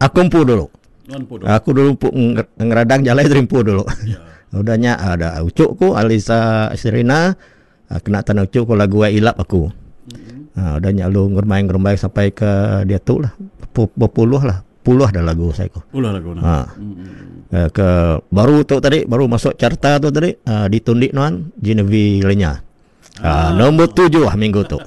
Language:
Iban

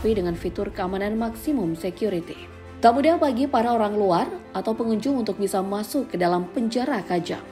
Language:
Indonesian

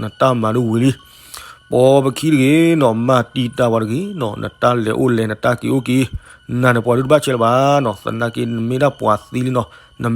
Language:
S'gaw Karen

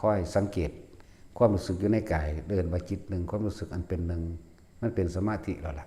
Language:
Northeastern Thai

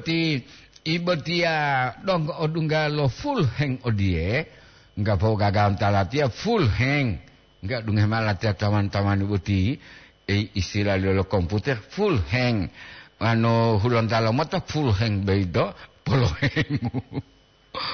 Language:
Gorontalo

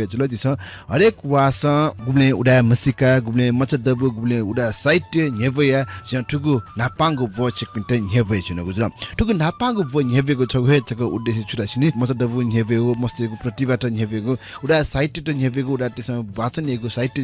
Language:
Newari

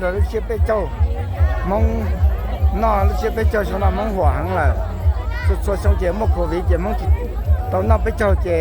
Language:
Hmong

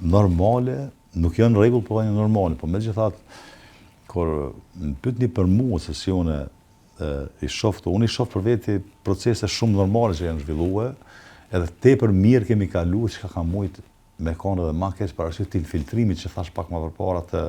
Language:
Albanian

